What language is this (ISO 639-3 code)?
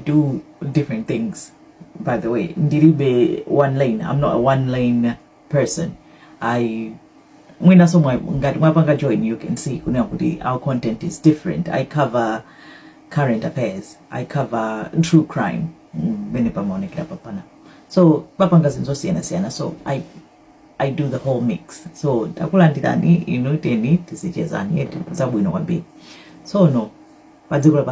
nya